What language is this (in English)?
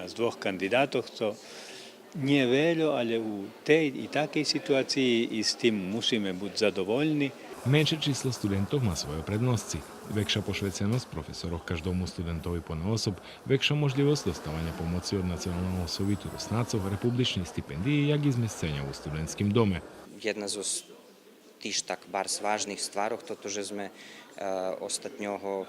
Rusyn